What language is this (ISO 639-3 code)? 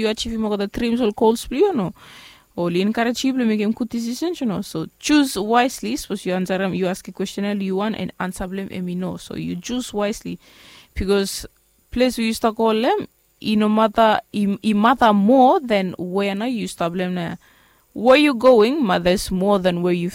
bis